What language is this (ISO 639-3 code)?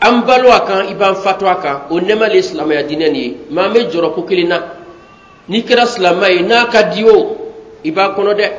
bam